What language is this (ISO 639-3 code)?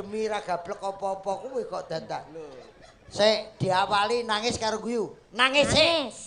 jav